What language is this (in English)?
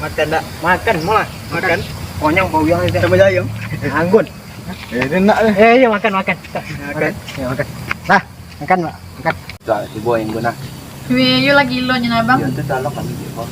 Minangkabau